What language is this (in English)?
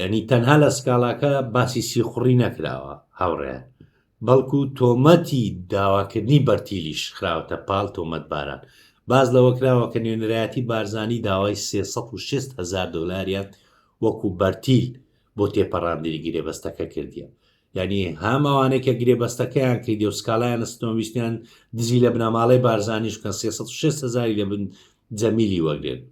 Central Kurdish